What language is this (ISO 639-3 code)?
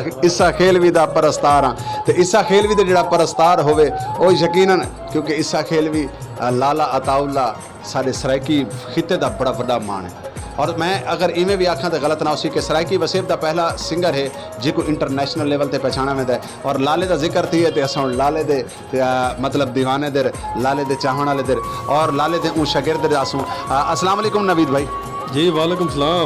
skr